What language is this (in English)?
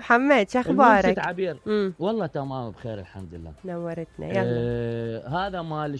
Mesopotamian Arabic